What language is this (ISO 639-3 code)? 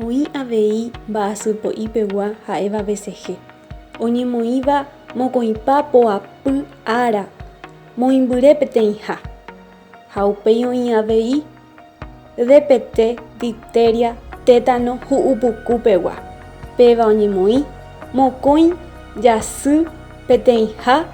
grn